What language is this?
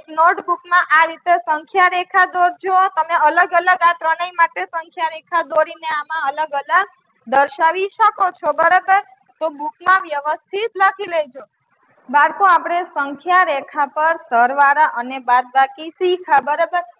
Gujarati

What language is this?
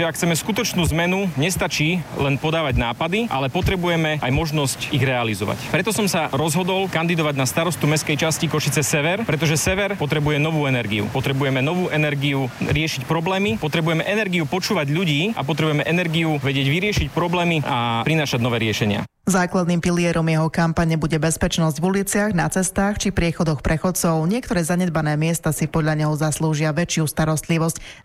Slovak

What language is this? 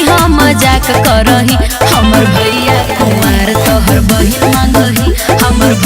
Magahi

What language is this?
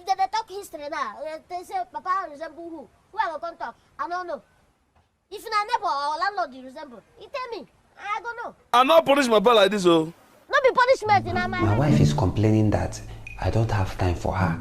Nigerian Pidgin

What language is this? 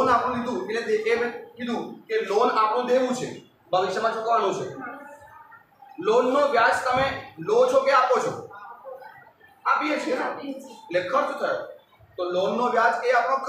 Gujarati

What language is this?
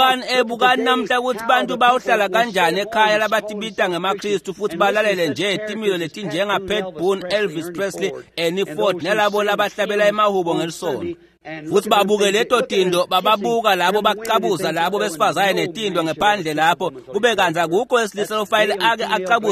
Swati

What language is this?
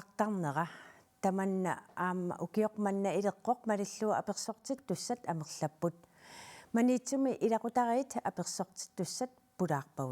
Kalaallisut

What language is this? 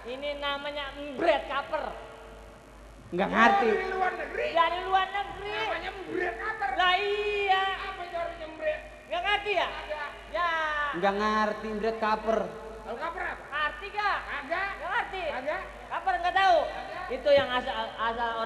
Betawi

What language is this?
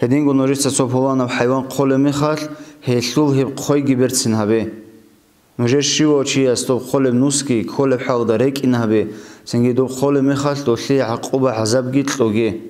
Avaric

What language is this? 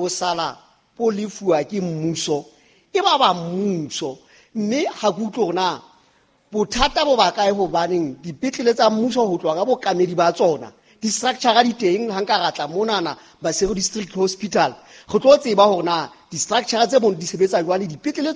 Southern Sotho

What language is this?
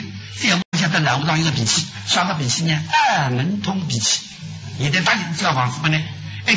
Chinese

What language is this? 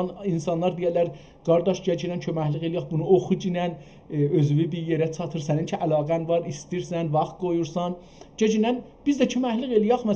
South Azerbaijani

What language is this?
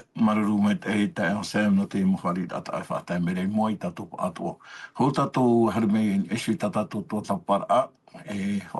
Tahitian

